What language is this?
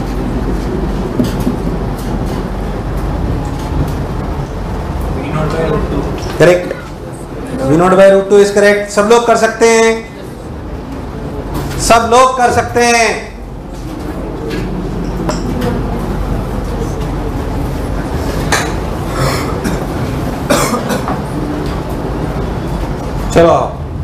Hindi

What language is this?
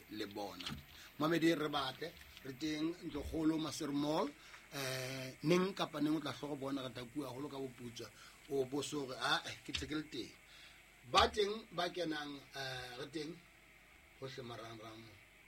Southern Sotho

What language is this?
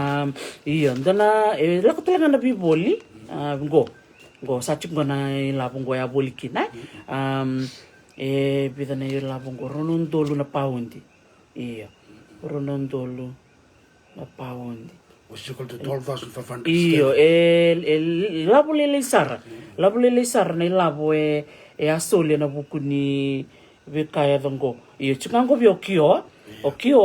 Fijian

